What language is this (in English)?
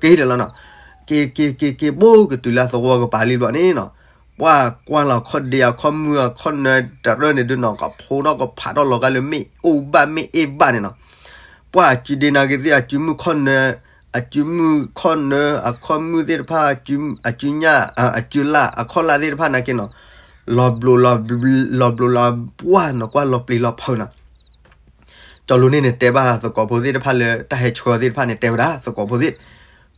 S'gaw Karen